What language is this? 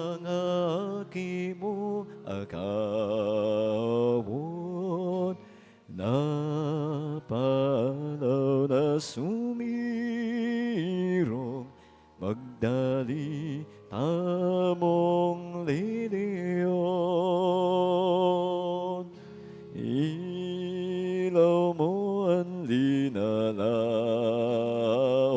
Bikol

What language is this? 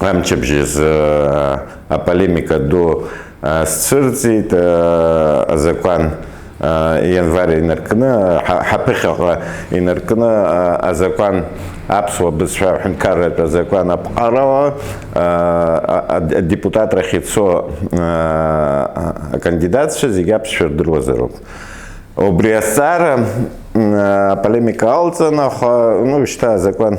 Abkhazian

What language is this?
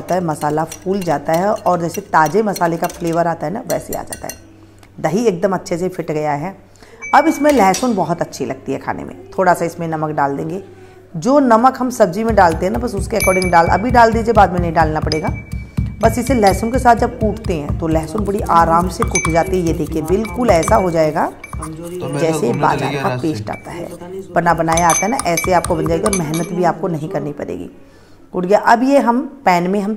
Hindi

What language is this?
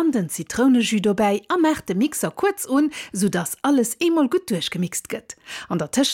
Luxembourgish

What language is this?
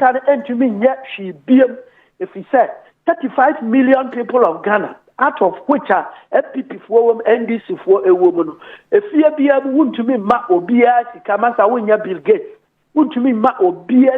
Akan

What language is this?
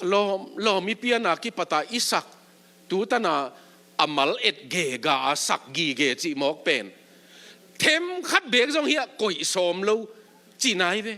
Tedim Chin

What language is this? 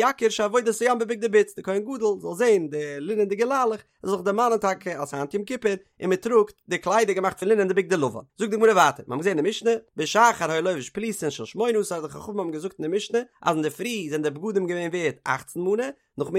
Yiddish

